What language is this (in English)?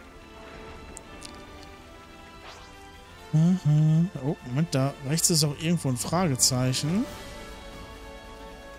German